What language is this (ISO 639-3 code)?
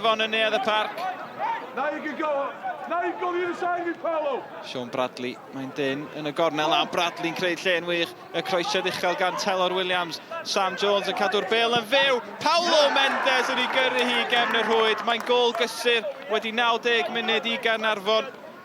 cym